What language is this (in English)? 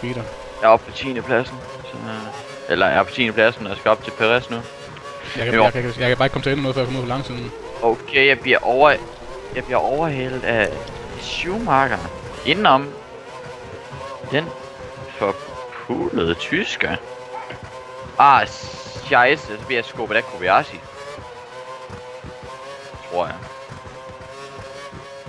Danish